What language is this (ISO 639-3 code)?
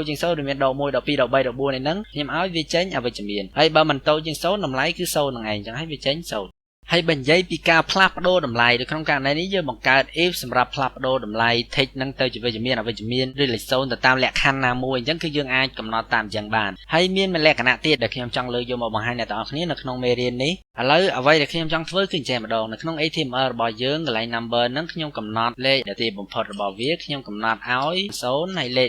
khm